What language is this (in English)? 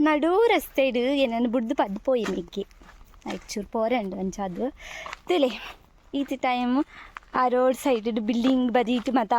Tulu